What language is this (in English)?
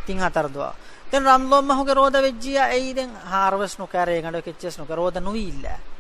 Divehi